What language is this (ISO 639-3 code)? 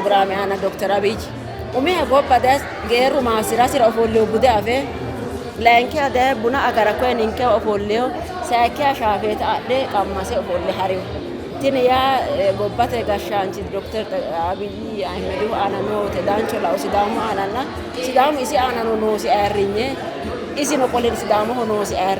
sid